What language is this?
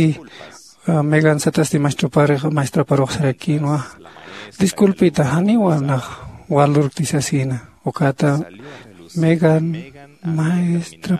Aymara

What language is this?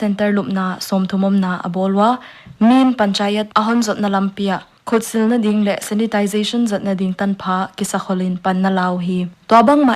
Paite Chin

